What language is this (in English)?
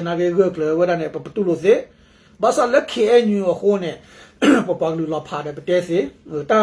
S'gaw Karen